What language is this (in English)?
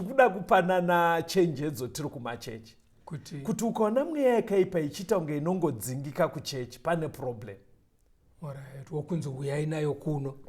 Shona